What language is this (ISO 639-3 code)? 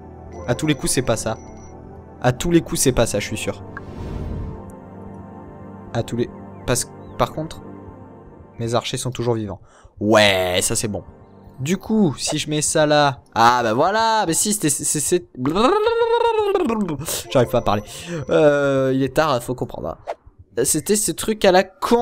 fra